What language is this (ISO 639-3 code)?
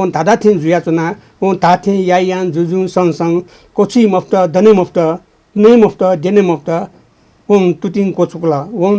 new